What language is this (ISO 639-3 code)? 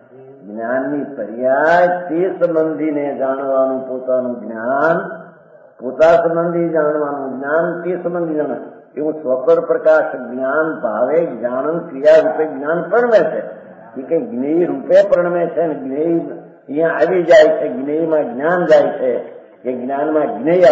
guj